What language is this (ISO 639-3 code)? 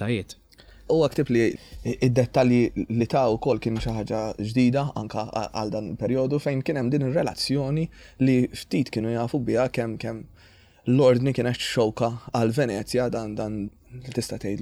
mlt